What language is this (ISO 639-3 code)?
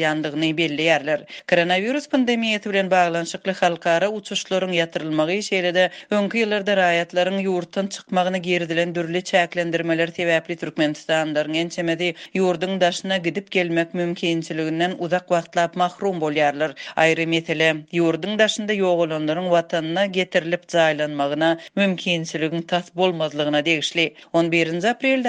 tuk